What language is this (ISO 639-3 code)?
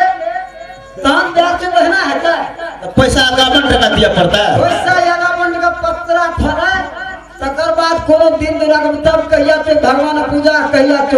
mai